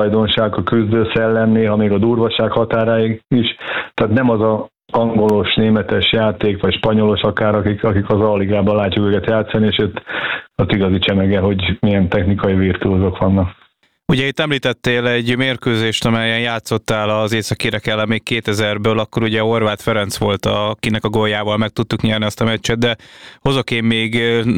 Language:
Hungarian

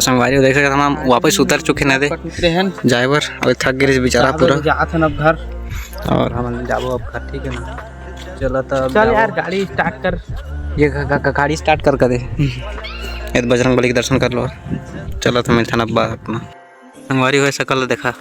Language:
Chhattisgarhi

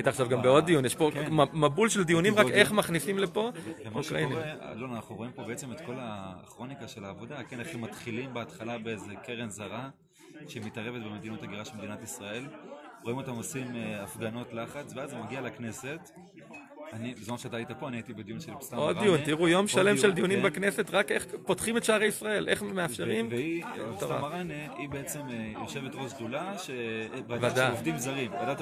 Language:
Hebrew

